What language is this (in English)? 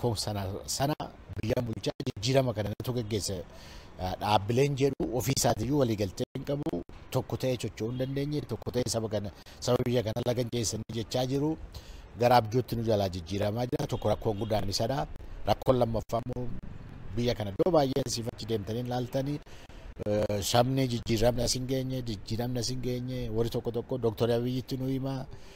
Oromo